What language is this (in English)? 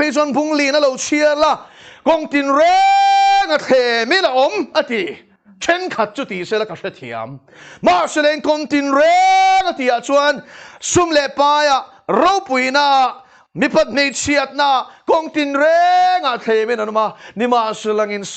Mizo